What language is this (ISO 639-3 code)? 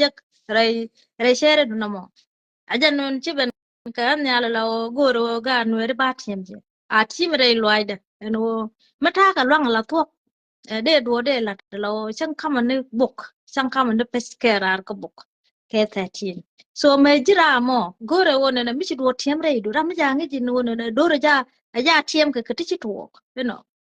nus